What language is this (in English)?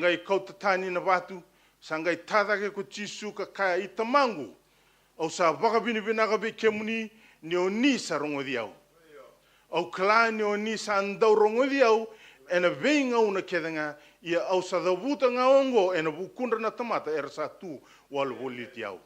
Fijian